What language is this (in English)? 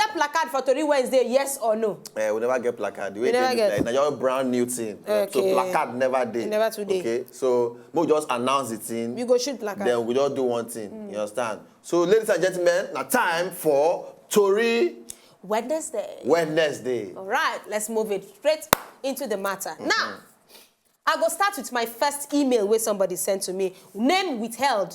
Nigerian Pidgin